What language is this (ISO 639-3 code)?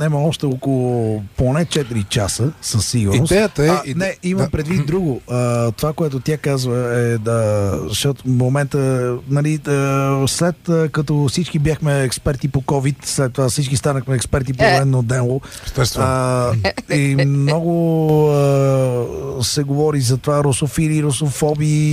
bul